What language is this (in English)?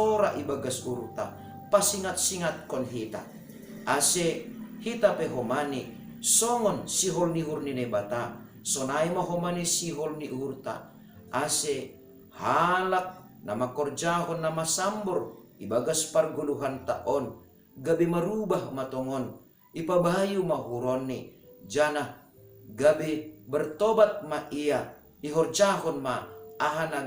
Batak Simalungun